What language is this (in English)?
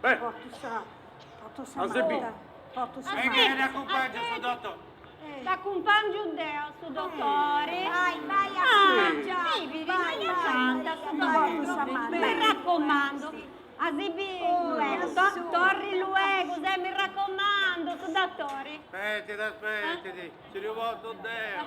Sardinian